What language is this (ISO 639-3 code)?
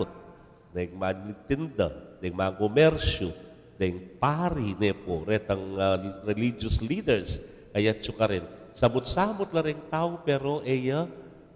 pam